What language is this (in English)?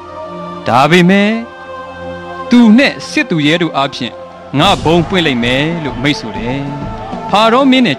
Burmese